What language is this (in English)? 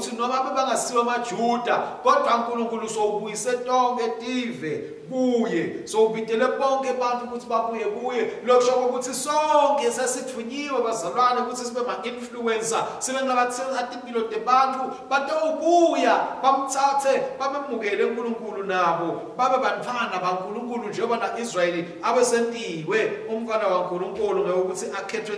Swati